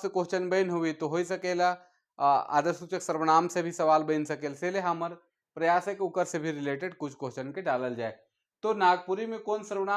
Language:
Sadri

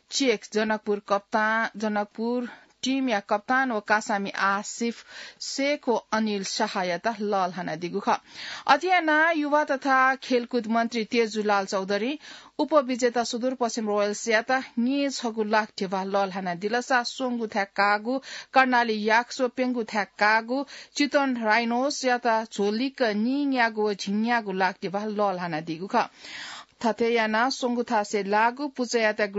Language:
Newari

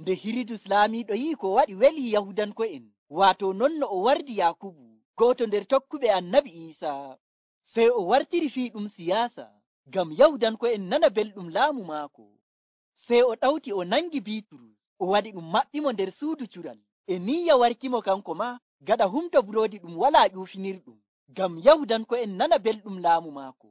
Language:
Nigerian Fulfulde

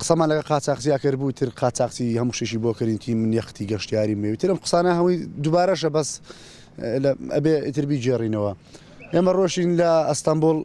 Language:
Central Kurdish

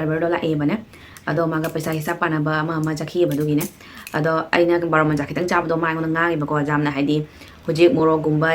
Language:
Manipuri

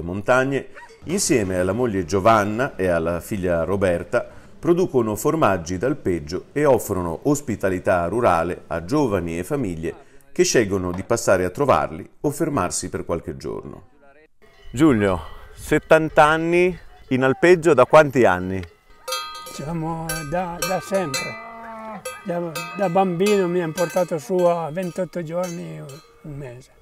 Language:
Italian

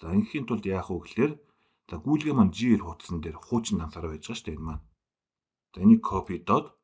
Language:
Mongolian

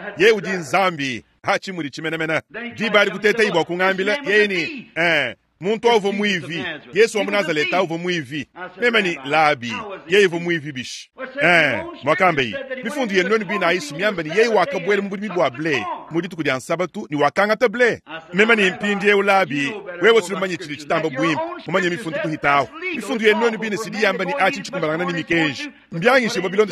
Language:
Luba-Lulua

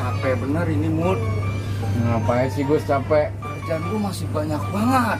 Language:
Betawi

